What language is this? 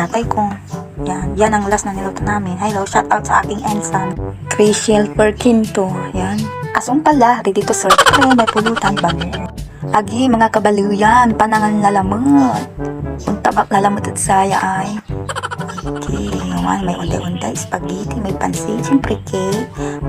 Pangasinan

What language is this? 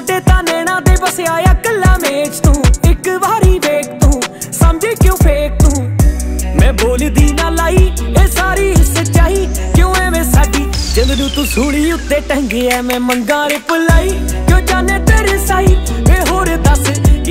Punjabi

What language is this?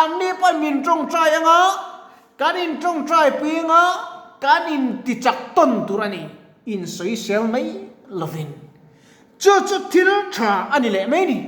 Mizo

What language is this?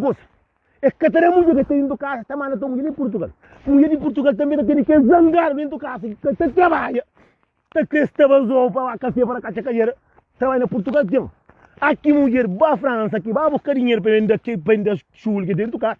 Kabuverdianu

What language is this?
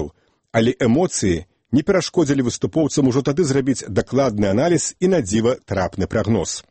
Belarusian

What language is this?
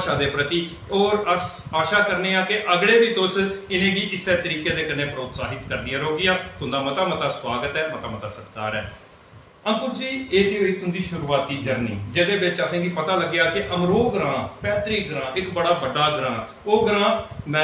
Dogri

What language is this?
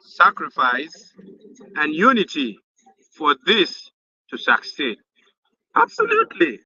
Acoli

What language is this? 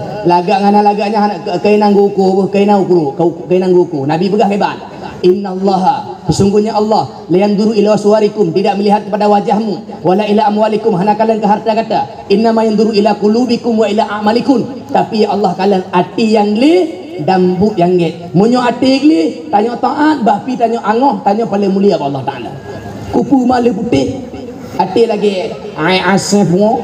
Achinese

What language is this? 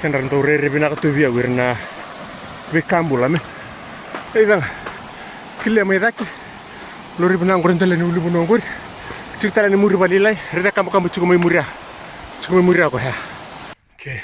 Fijian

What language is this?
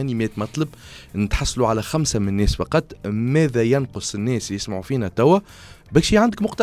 Tunisian Arabic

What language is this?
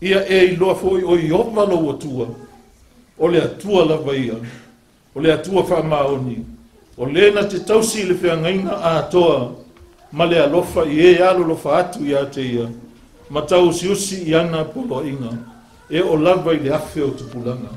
Samoan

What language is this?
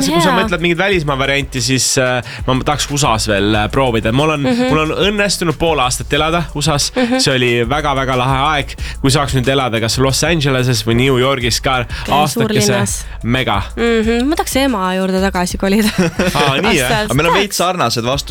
Estonian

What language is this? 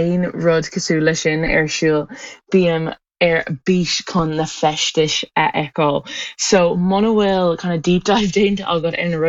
Irish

